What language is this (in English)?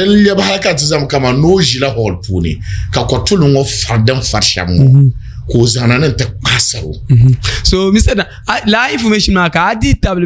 Dagbani